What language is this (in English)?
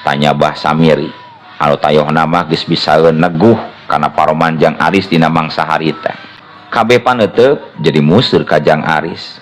Sundanese